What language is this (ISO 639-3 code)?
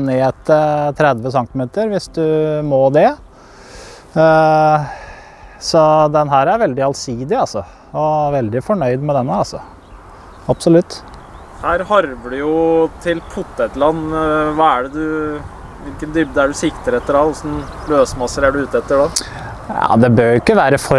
nor